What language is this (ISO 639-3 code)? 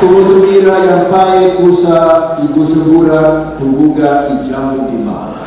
run